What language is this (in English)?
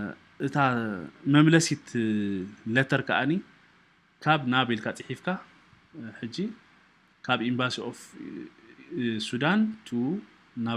Tigrinya